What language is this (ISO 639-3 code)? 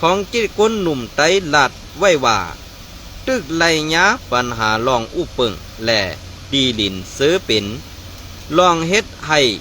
shn